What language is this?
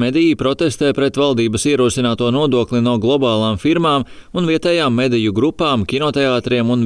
Latvian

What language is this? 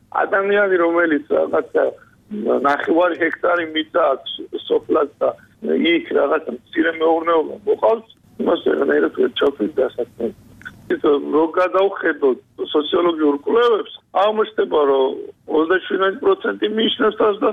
Georgian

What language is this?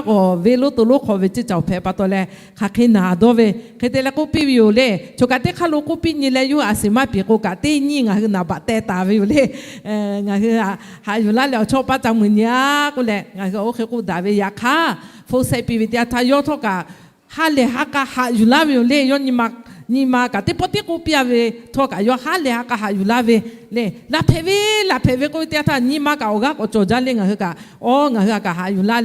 Lahu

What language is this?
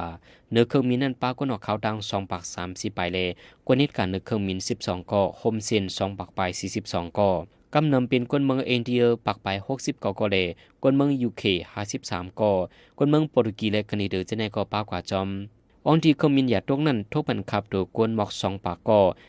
Shan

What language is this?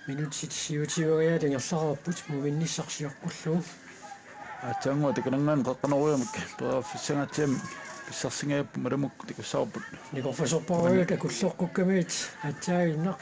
Kalaallisut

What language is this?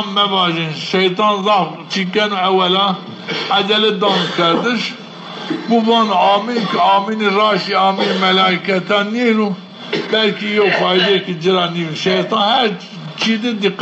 Zaza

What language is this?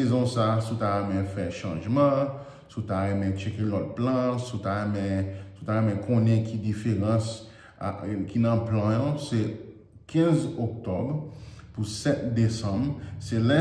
Haitian Creole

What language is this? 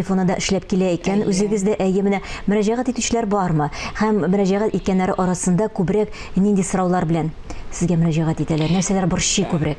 Tatar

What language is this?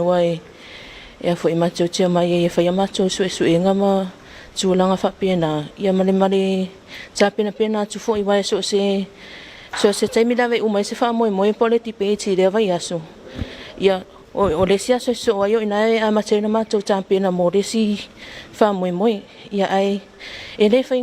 Samoan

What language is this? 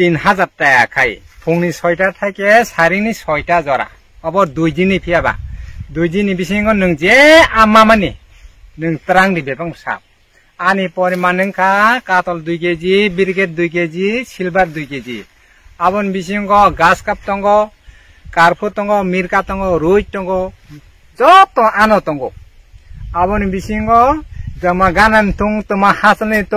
Kok Borok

